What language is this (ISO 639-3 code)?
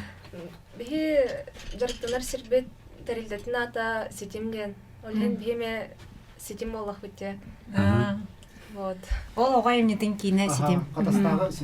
sah